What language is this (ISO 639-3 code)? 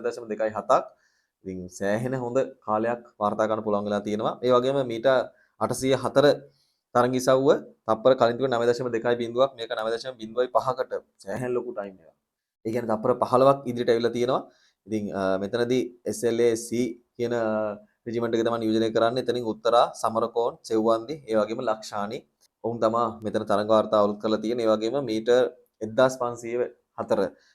sin